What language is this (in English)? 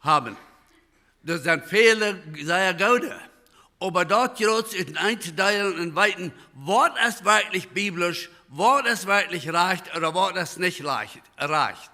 Plautdietsch